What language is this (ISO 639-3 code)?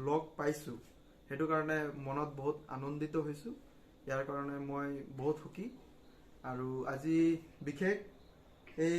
asm